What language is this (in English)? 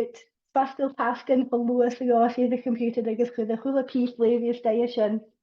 Scottish Gaelic